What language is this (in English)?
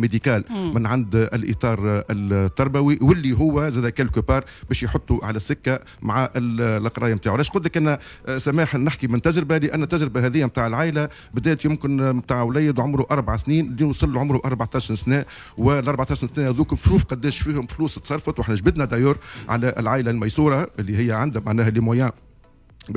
Tunisian Arabic